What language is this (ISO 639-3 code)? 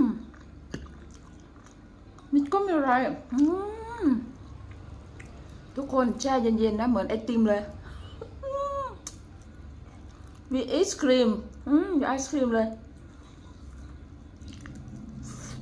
tha